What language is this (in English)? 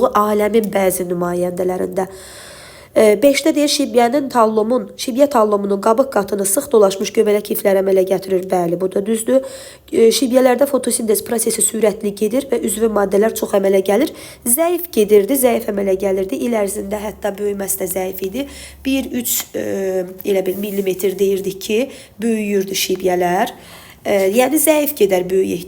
Azerbaijani